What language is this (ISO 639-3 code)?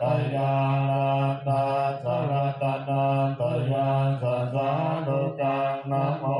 pli